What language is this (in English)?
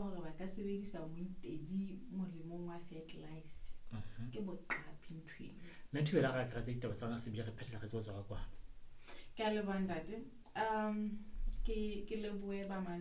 Southern Sotho